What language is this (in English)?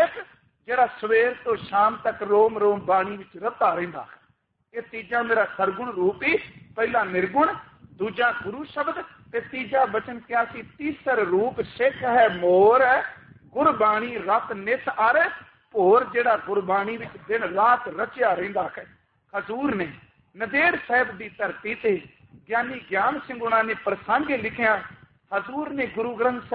Punjabi